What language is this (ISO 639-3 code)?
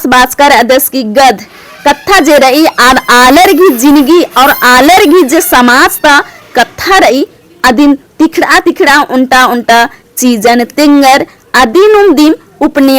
kru